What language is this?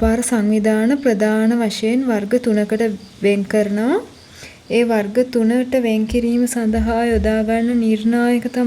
Sinhala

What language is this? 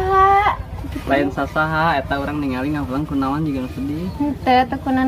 Sundanese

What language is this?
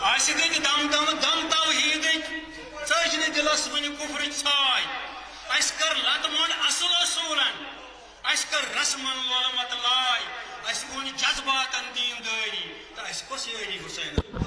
Kashmiri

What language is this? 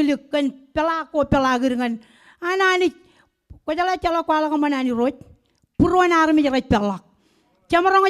Marshallese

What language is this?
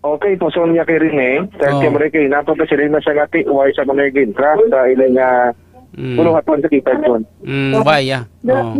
Hiligaynon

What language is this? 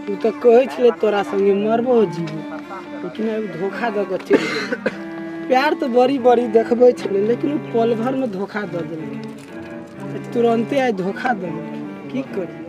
Maithili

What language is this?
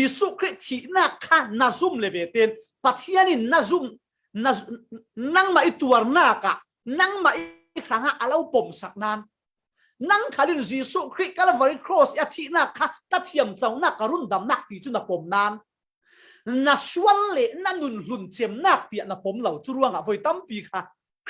Falam Chin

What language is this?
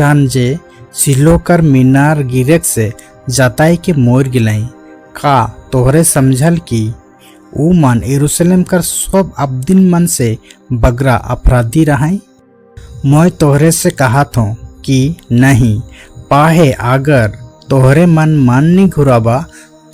Sadri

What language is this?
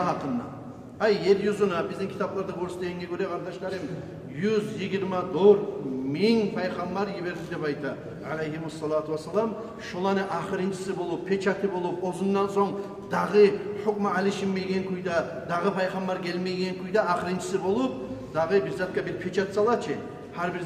Kumyk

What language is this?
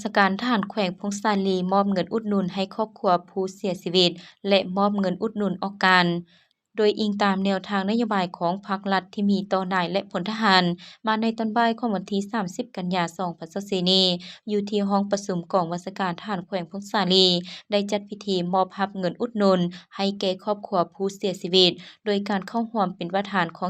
Lao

